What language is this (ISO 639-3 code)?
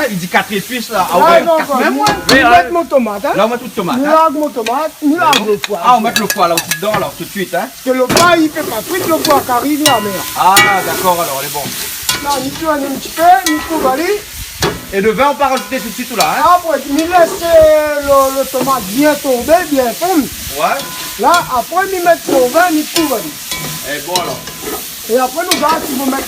rcf